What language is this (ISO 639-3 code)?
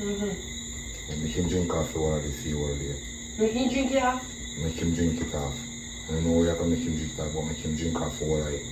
jam